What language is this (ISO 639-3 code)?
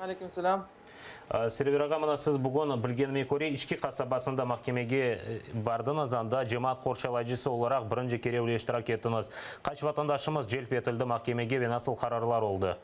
crh